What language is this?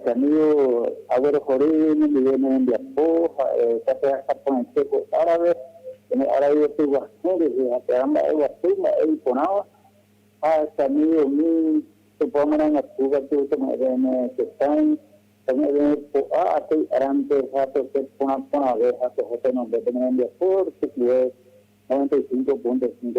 Guarani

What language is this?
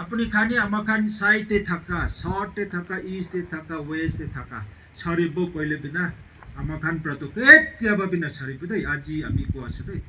Naga Pidgin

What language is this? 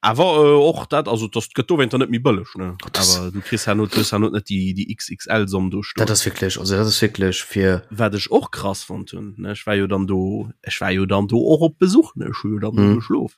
Luxembourgish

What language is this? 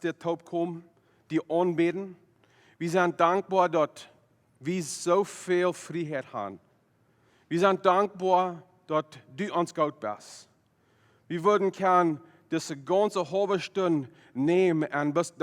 Plautdietsch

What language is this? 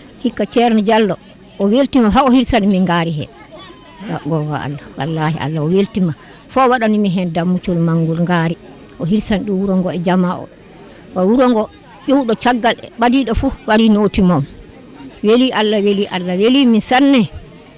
Fula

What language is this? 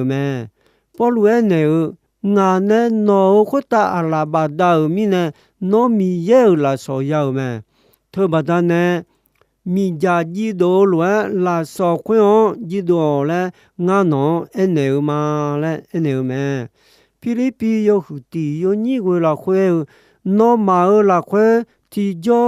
Akha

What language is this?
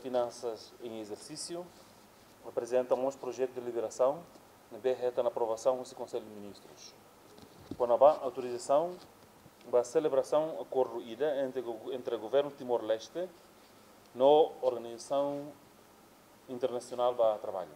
Tetum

